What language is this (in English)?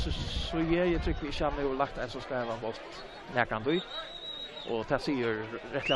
Faroese